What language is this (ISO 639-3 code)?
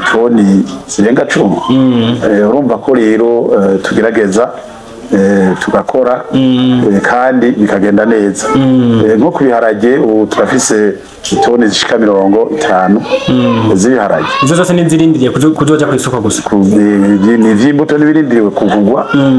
run